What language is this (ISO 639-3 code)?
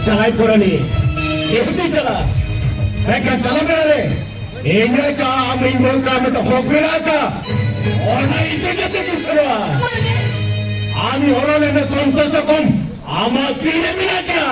sat